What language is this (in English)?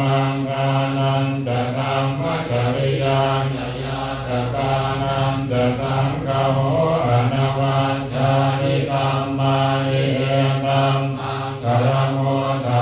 Pali